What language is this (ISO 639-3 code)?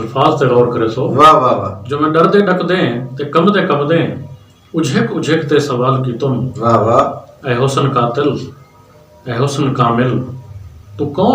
skr